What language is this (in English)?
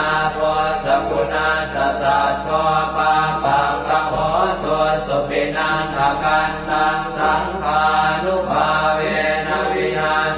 Pali